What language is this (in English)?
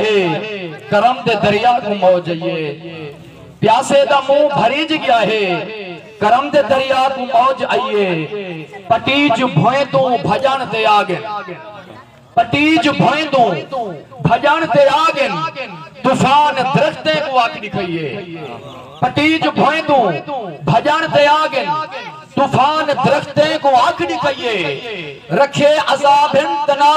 Saraiki